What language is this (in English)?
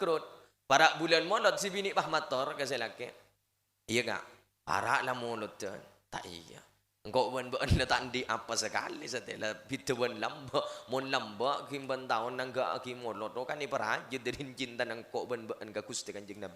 Madurese